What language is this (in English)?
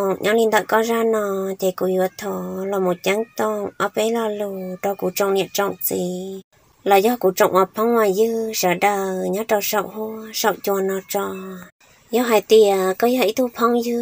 Vietnamese